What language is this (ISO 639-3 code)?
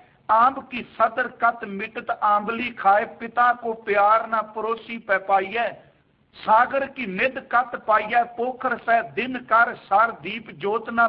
pan